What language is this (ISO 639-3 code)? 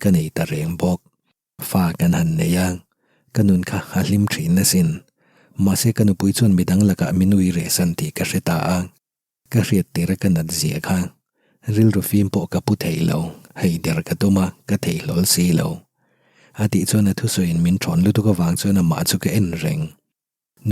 lus